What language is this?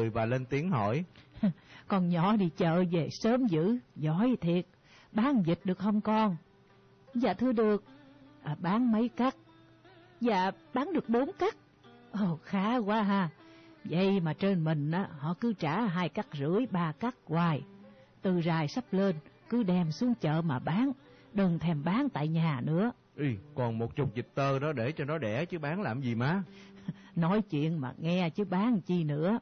Vietnamese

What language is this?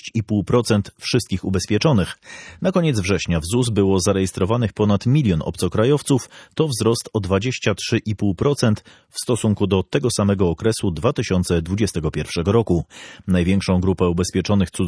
Polish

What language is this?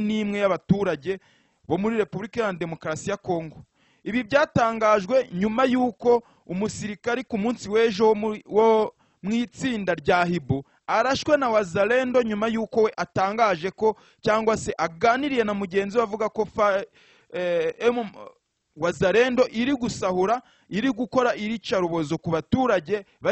Kinyarwanda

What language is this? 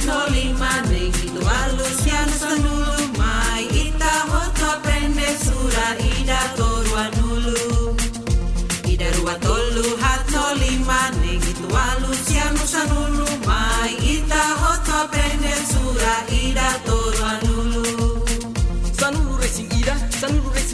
Tetum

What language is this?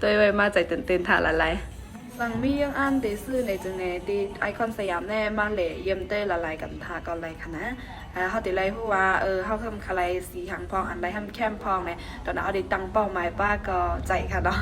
Shan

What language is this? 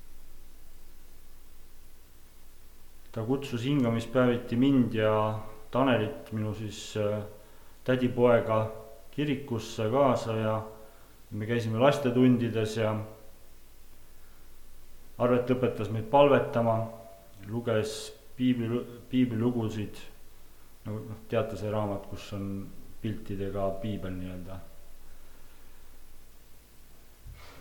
Estonian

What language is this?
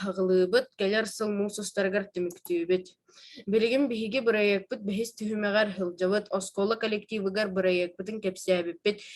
Yakut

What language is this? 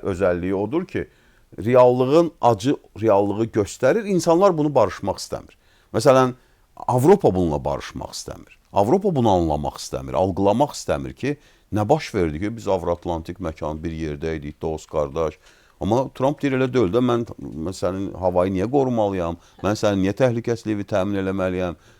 Azerbaijani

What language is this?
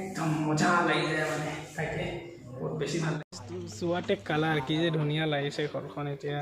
Assamese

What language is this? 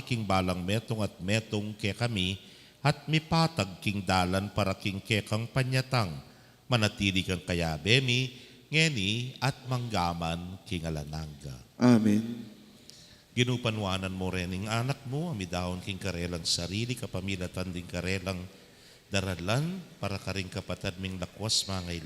Pampanga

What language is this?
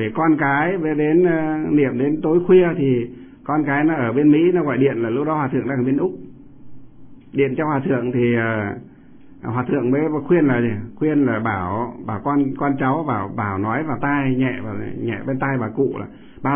Vietnamese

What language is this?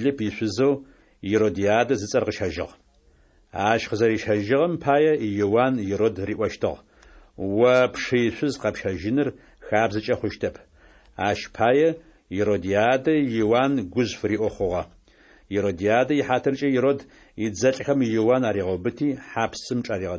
Adyghe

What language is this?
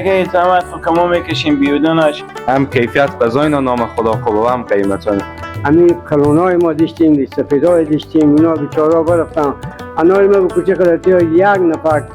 Persian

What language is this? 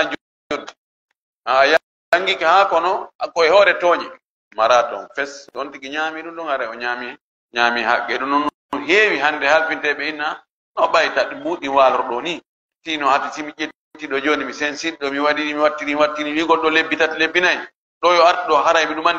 Fula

